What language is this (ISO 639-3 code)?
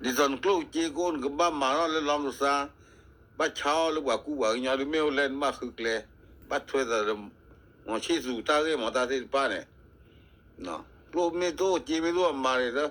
ksw